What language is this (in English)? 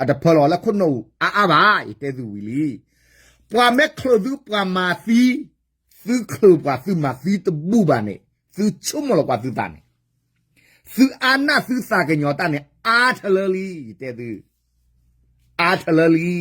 S'gaw Karen